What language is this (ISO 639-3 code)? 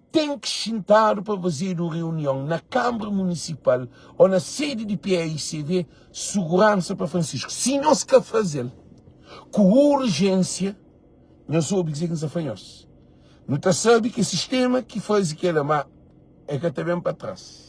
kea